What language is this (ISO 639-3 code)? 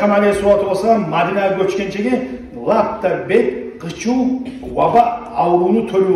kum